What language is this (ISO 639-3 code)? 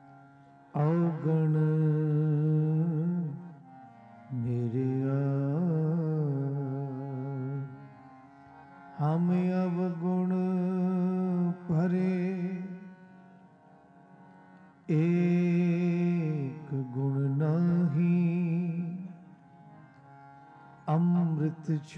pan